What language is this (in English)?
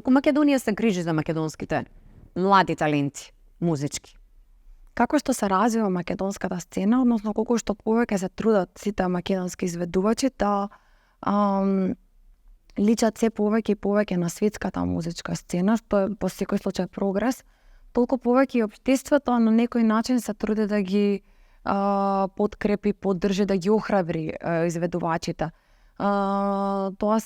Macedonian